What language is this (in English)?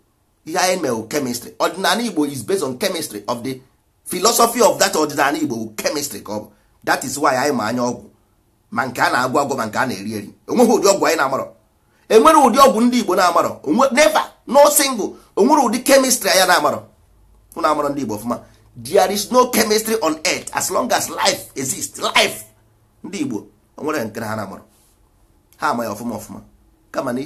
Igbo